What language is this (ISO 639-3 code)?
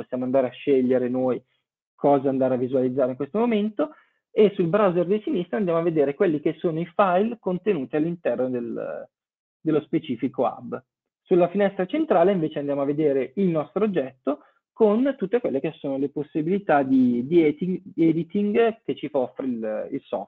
ita